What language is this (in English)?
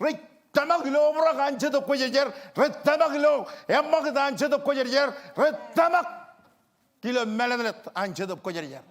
Marshallese